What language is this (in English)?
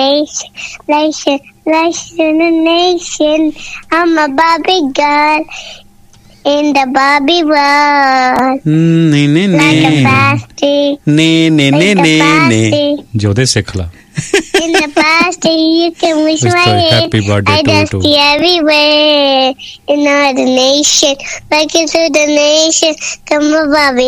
Punjabi